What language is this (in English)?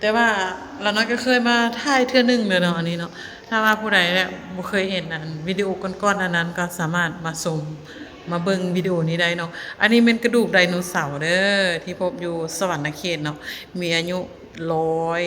Lao